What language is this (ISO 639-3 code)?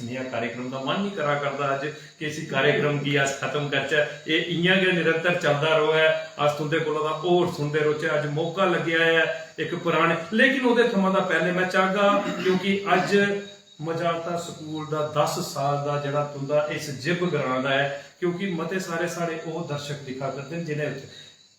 doi